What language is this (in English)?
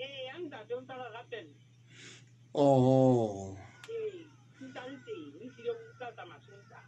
Southern Sotho